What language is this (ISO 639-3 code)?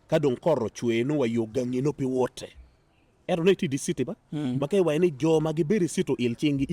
ach